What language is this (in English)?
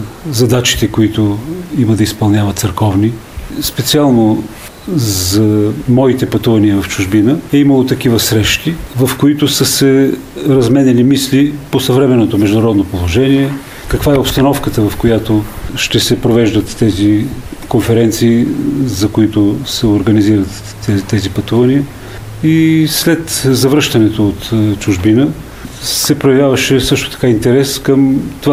Bulgarian